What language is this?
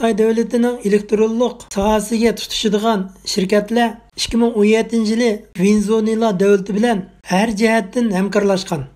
Uyghur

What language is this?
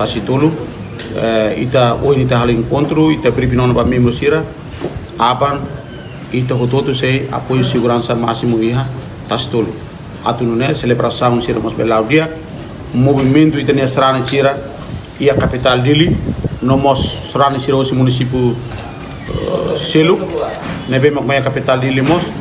Tetum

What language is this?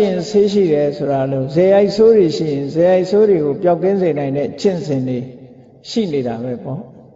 Burmese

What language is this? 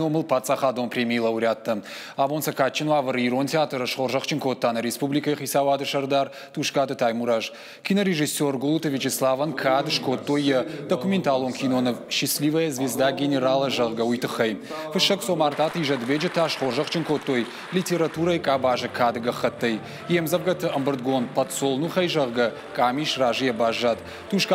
Ossetic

